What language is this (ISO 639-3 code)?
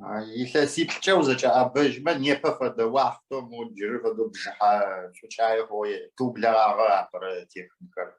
ady